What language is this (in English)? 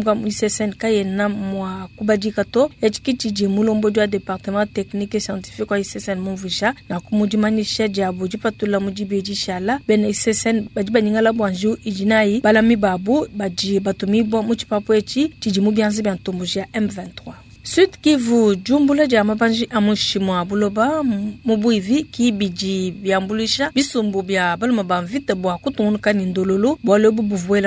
Luba-Lulua